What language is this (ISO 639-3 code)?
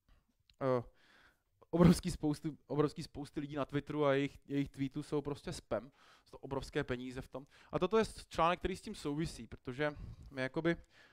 ces